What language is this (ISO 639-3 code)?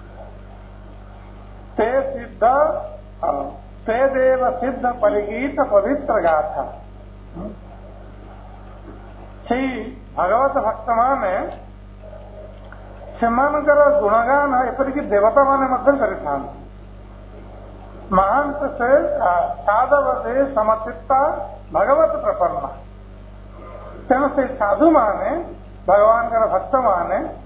ori